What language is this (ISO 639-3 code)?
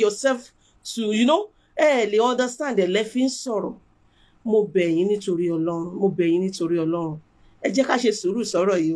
yor